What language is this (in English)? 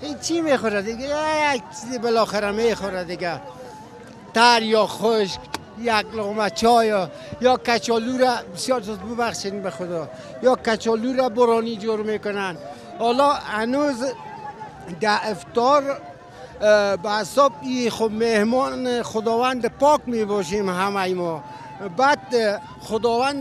Persian